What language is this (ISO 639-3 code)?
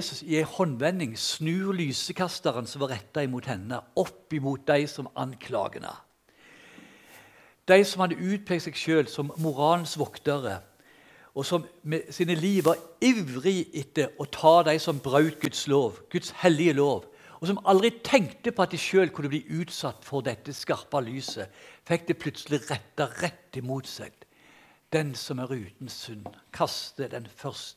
nor